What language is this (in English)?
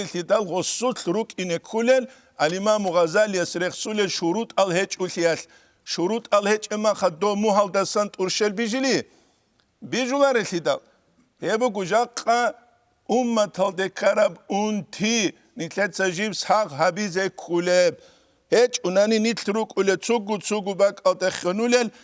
Avaric